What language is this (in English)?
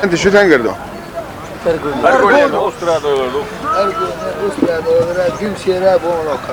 Chechen